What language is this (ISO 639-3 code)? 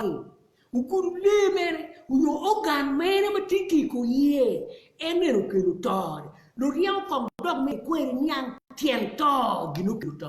ach